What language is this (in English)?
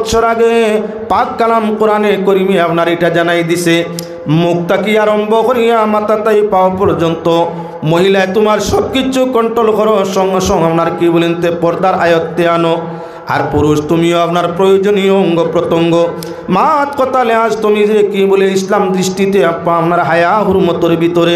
Sylheti